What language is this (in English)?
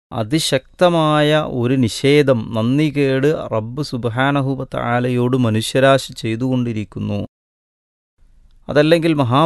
Malayalam